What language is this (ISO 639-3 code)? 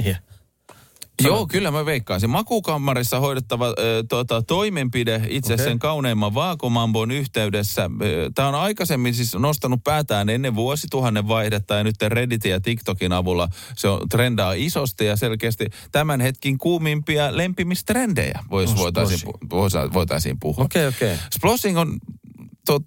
fin